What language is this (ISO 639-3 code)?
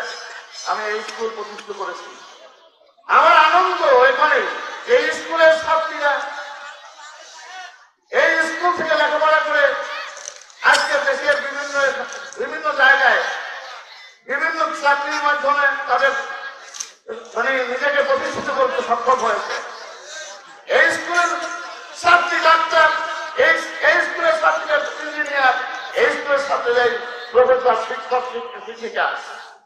ben